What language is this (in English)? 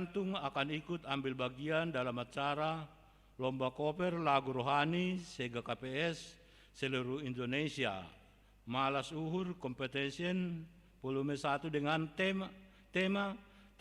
Batak Simalungun